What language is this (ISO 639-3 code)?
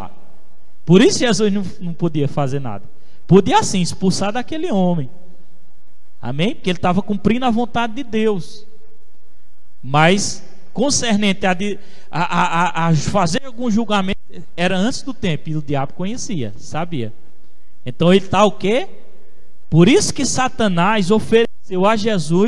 por